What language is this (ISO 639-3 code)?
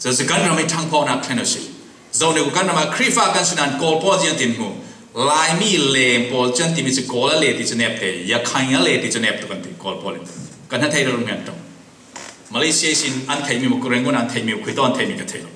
cfm